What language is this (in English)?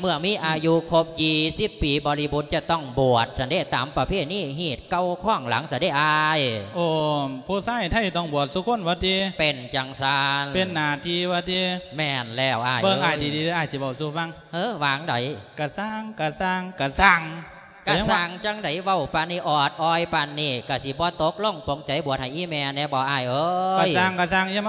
Lao